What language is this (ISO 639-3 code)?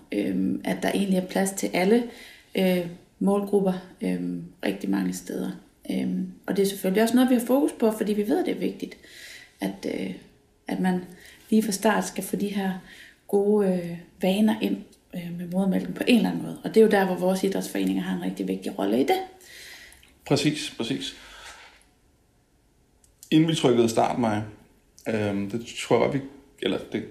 dan